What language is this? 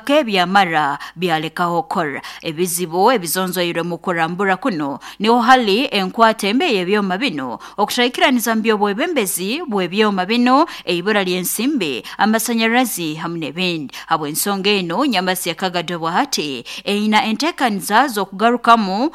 Nyoro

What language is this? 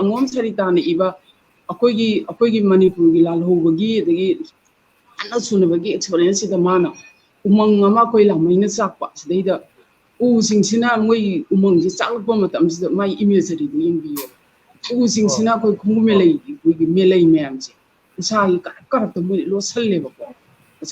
Manipuri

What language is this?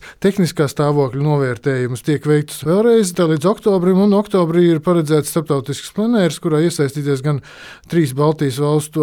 Latvian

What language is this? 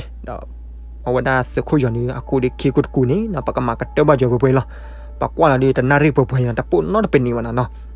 S'gaw Karen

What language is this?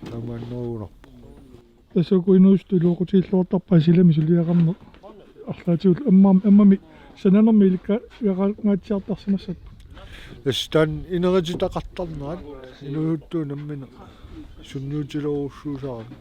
Kalaallisut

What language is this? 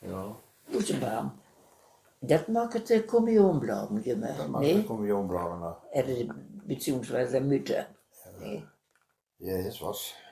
Westphalien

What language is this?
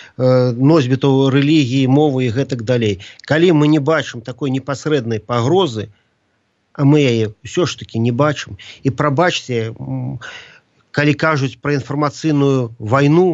Belarusian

